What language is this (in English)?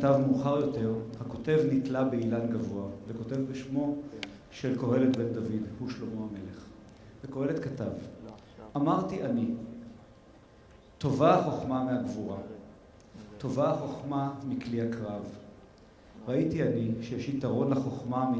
Hebrew